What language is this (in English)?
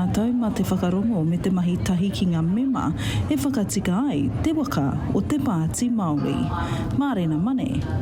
Māori